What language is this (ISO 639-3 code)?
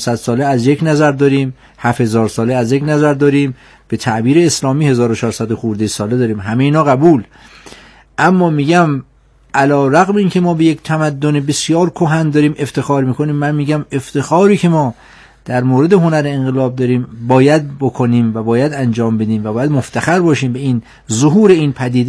fas